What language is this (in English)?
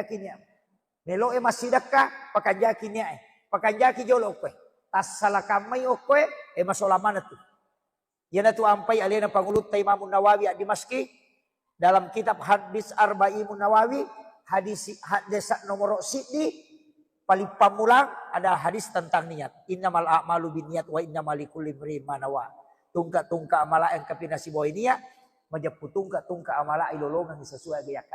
Buginese